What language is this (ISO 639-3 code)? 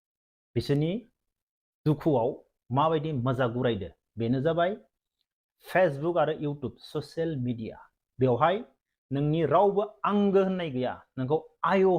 brx